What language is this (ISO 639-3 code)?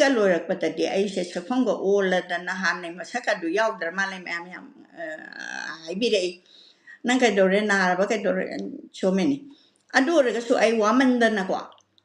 mni